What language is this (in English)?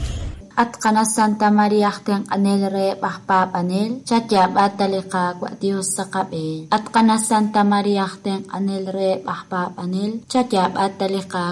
Kekchí